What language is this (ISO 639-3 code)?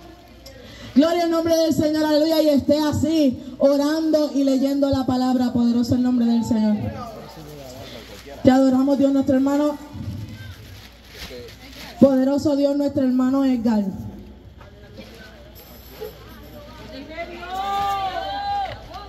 spa